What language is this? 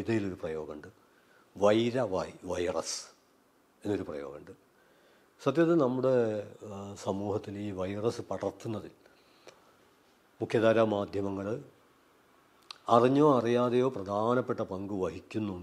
Malayalam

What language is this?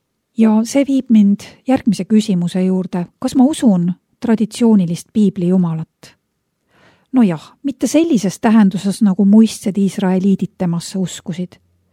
Estonian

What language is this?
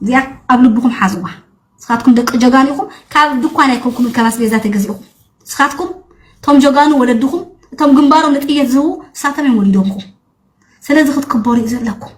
Tigrinya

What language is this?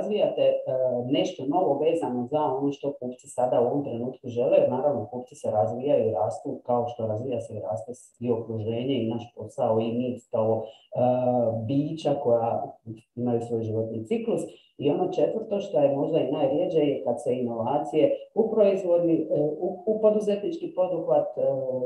Croatian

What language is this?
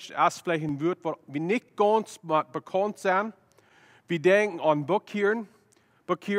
Plautdietsch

